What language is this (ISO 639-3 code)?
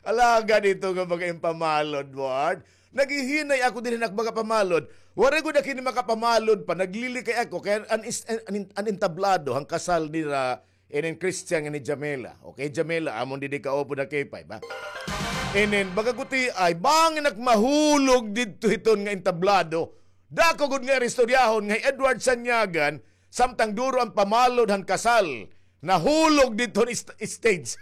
war